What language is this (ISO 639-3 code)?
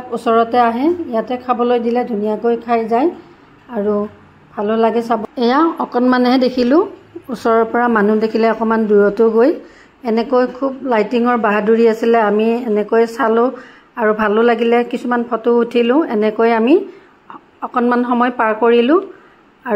asm